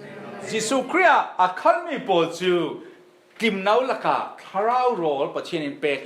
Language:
Falam Chin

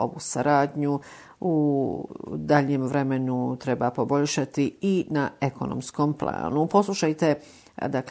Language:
Bosnian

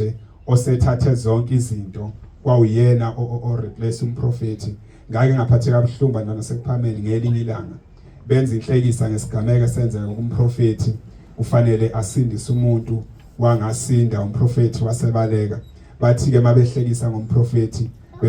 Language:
Zulu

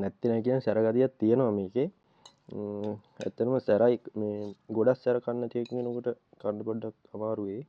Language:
Sinhala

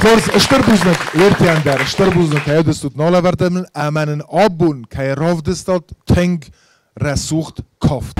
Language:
Ossetic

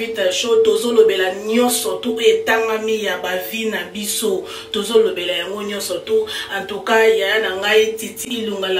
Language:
Lingala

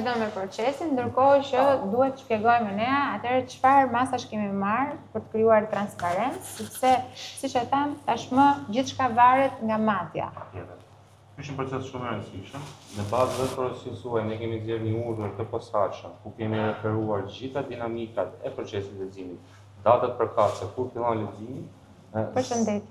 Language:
Albanian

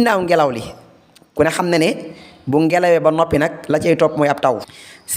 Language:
Wolof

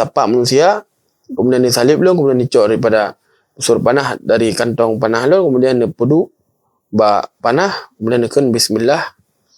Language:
Achinese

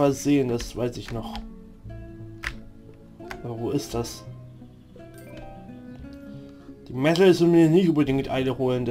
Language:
German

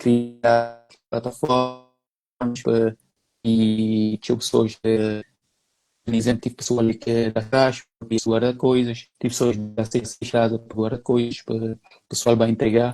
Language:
Kabuverdianu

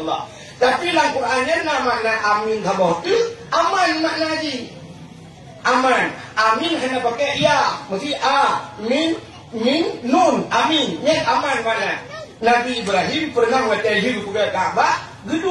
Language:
Achinese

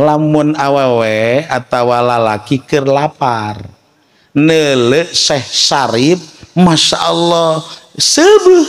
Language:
Sundanese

